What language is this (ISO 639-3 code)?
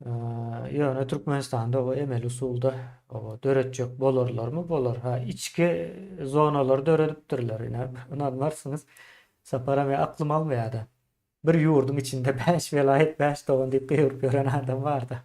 tuk